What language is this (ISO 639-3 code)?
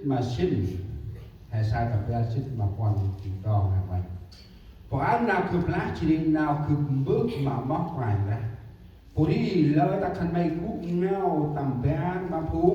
cmo